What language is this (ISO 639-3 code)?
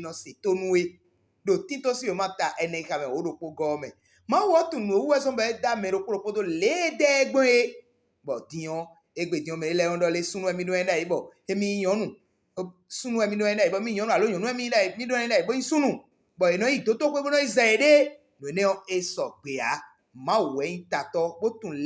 fon